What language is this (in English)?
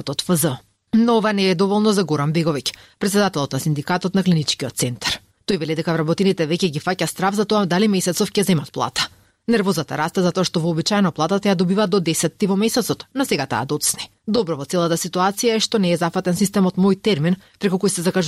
Macedonian